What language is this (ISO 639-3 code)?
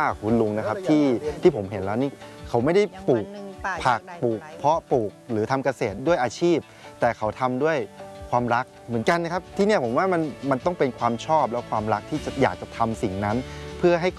tha